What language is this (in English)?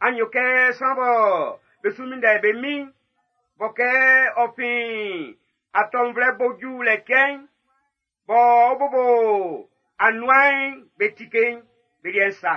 Baoulé